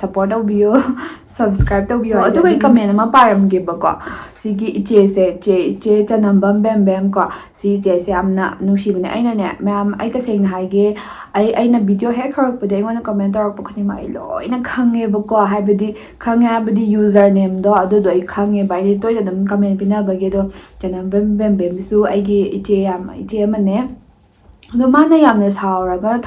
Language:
Manipuri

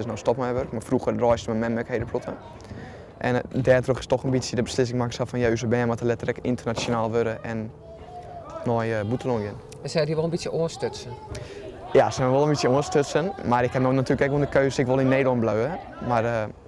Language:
Western Frisian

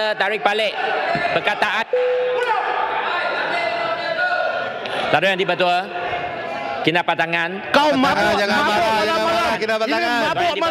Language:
Malay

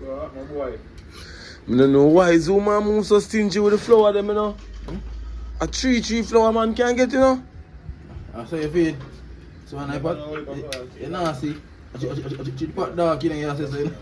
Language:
Jamaican Creole English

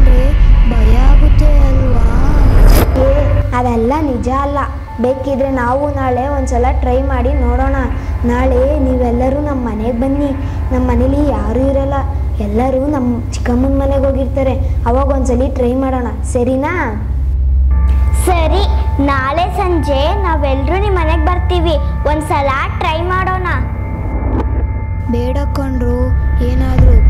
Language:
Kannada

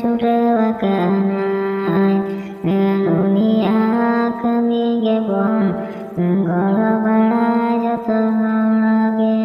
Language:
Santali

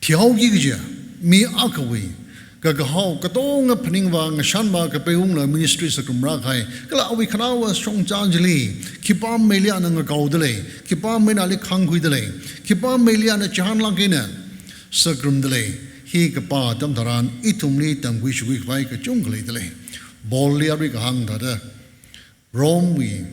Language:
Tangkhul Naga (India)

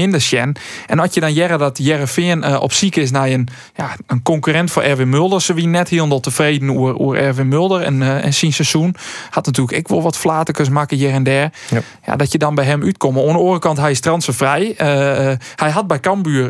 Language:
Western Frisian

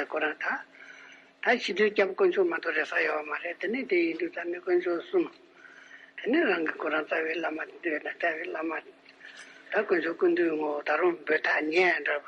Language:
Tibetan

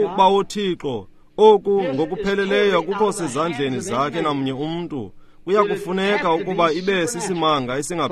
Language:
Xhosa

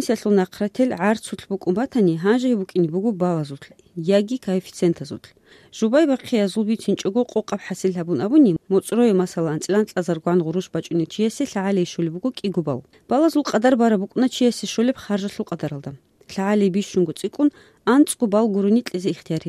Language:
Avaric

